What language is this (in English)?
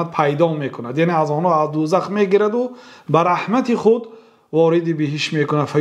Persian